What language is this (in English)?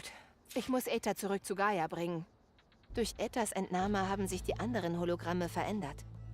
Bavarian